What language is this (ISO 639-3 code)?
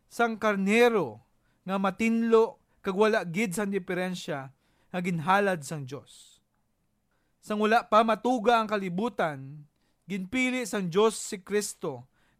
hil